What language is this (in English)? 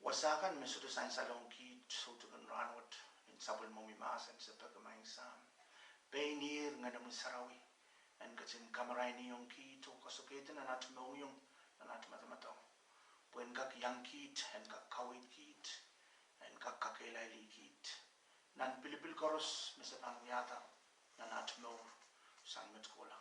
Pohnpeian